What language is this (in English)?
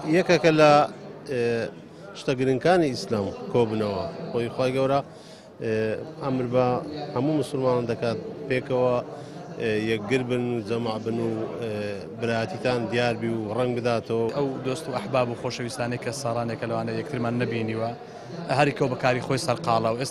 Central Kurdish